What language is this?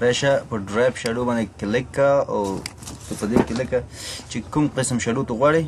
Pashto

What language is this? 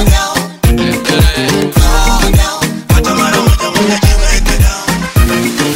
Swahili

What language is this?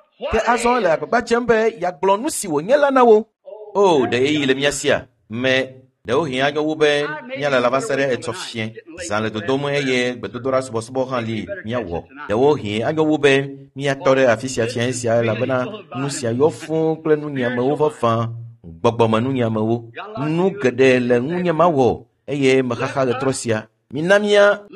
Ewe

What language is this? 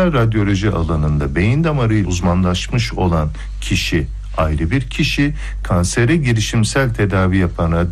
Turkish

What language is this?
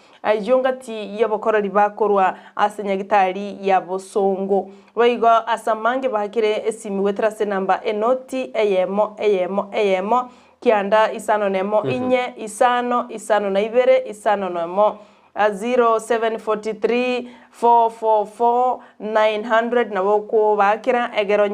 Gusii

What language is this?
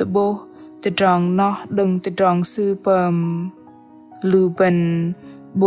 Bahnar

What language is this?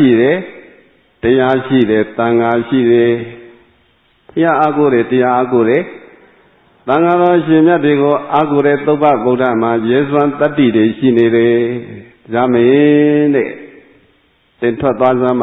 Burmese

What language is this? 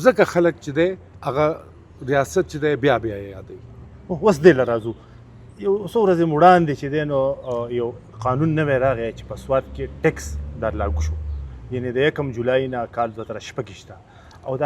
Pashto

